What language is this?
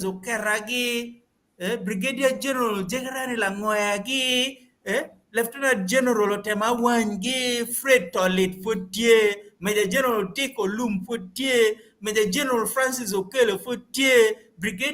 Acoli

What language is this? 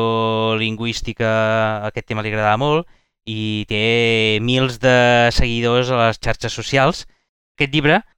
Catalan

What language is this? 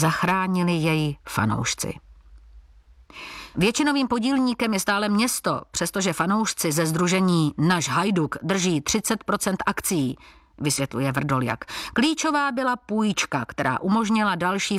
Czech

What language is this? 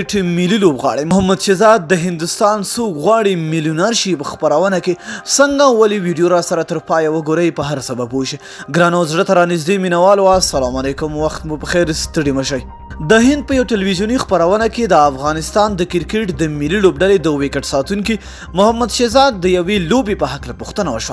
Pashto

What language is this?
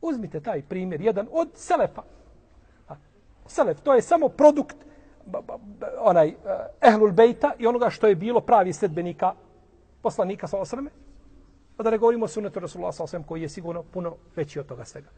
Bosnian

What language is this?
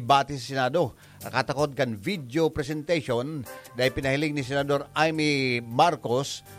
Bikol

